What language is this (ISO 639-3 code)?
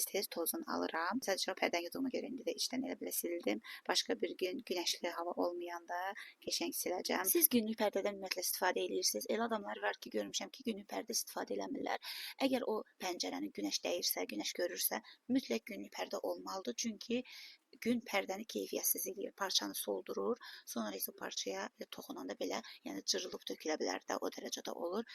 aze